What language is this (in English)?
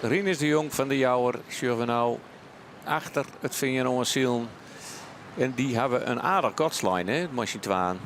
Western Frisian